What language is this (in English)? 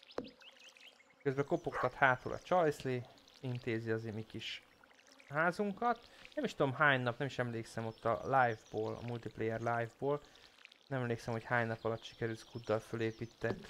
Hungarian